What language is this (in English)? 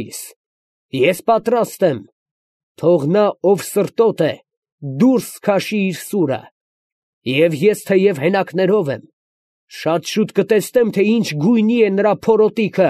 Armenian